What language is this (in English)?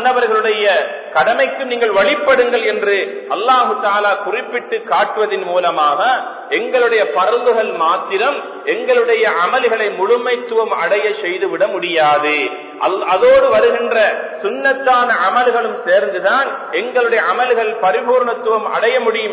Tamil